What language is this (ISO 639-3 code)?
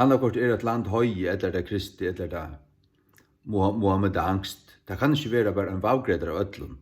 fao